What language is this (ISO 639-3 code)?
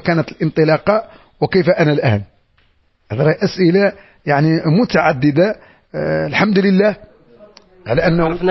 ary